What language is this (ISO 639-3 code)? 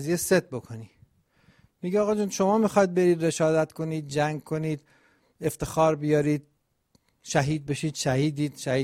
fas